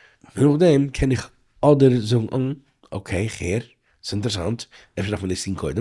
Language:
Yiddish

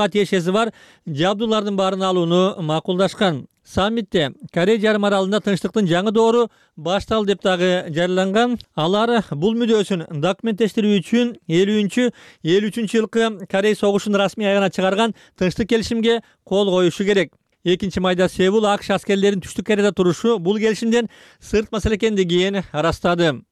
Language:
Kyrgyz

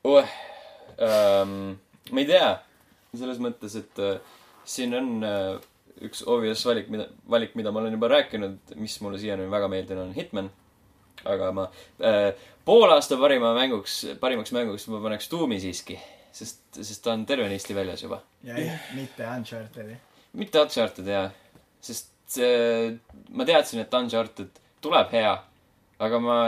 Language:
Estonian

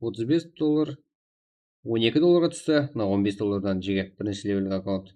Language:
Kara-Kalpak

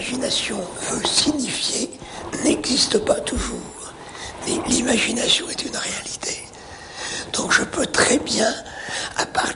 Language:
French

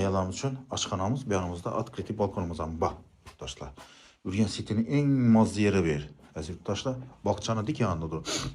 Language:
Uzbek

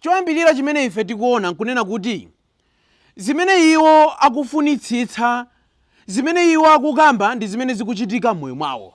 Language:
Nyanja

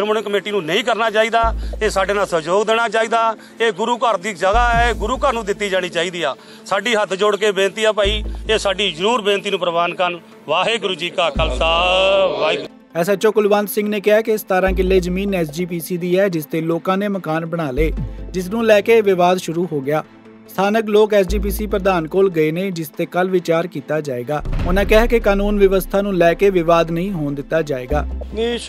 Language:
Punjabi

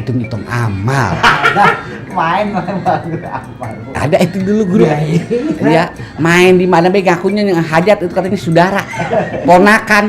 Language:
Betawi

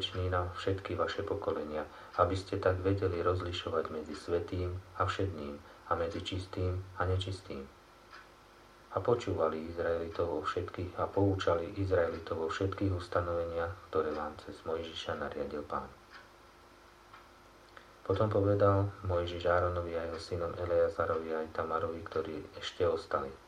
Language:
Slovak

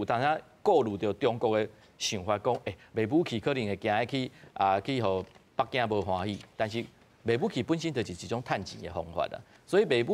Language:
Min Nan Chinese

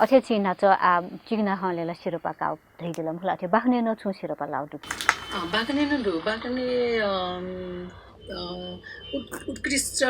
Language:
Newari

